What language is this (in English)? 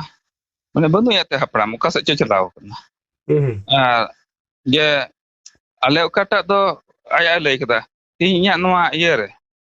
Santali